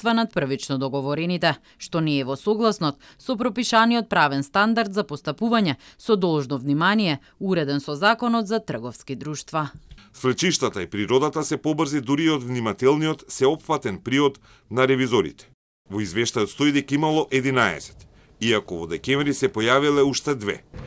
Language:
Macedonian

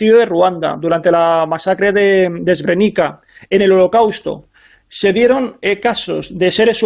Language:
Spanish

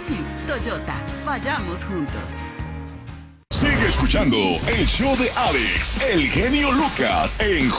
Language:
Spanish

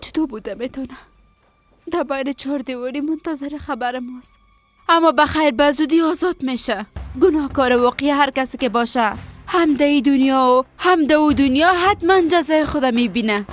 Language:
Persian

